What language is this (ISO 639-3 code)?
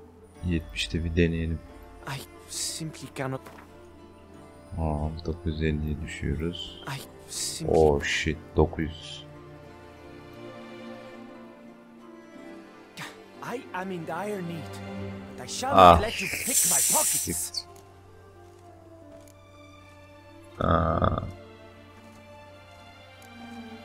tur